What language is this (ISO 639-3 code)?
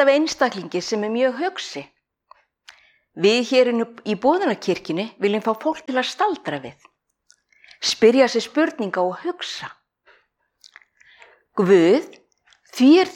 isl